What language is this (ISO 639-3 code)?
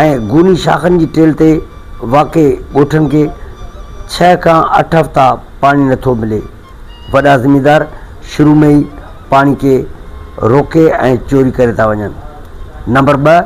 snd